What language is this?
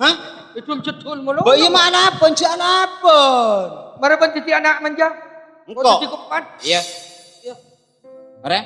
Madurese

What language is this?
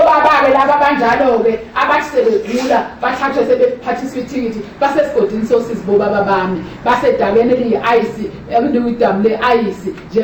Zulu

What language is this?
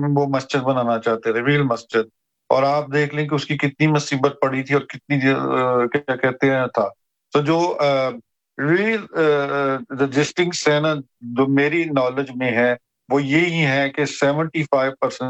Urdu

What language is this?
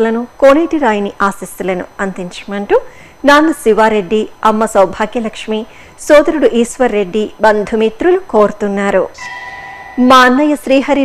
Telugu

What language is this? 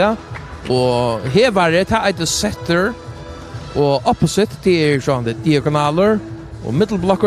Faroese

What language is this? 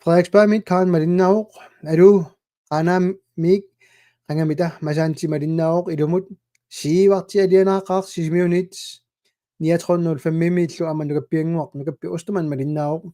Kalaallisut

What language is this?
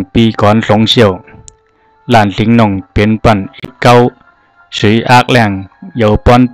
Zhuang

